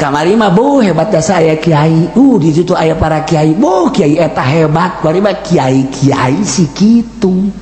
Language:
Sundanese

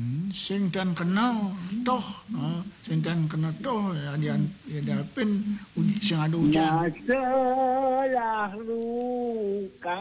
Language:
Balinese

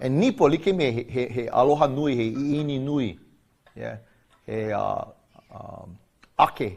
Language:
Hawaiian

